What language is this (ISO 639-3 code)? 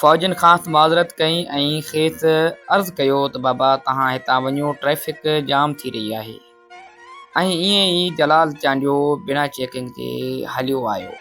snd